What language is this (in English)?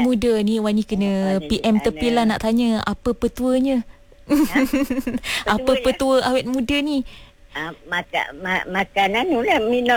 Malay